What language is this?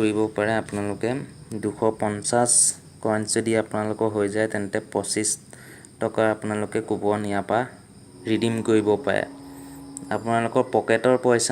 Assamese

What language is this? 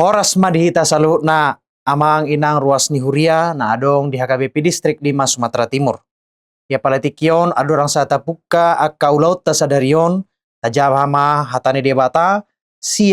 Batak Toba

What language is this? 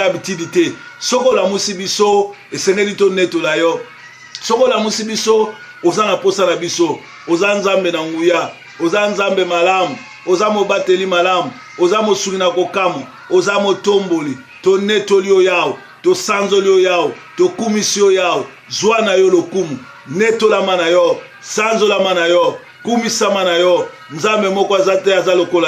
Lingala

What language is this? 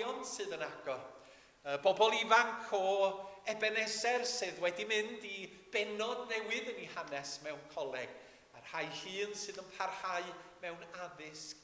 Welsh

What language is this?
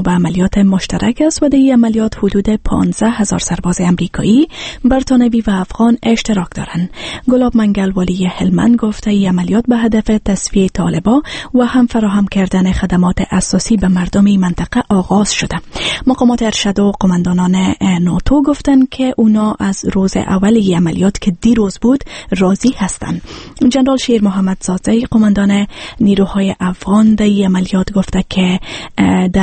Persian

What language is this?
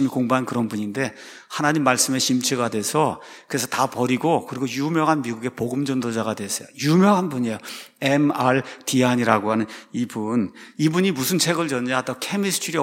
Korean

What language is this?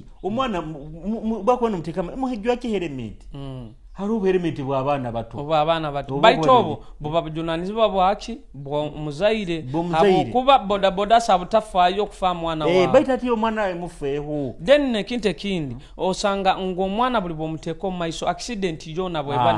Nyoro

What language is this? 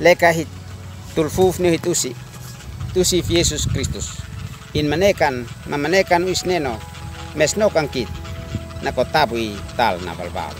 Uab Meto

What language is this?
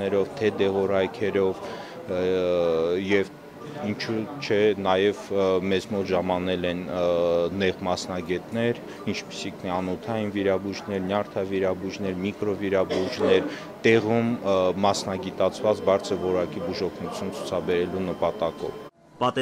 Armenian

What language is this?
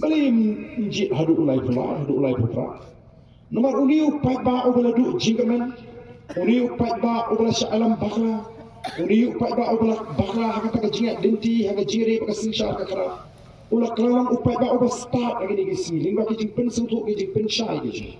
Khasi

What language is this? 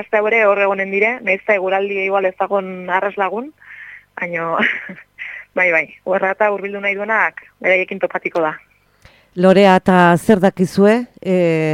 Basque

